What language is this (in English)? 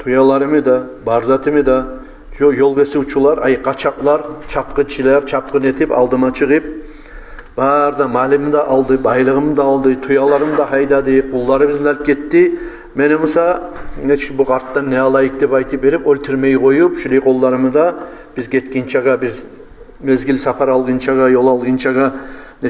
Kumyk